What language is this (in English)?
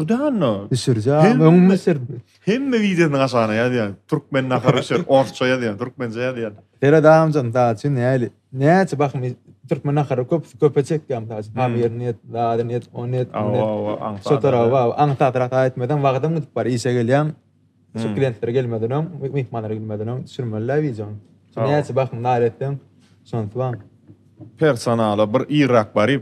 Turkmen